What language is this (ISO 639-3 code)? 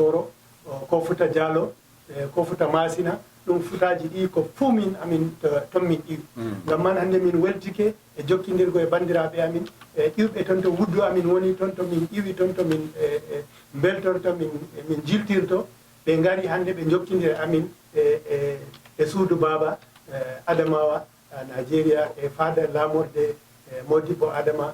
ful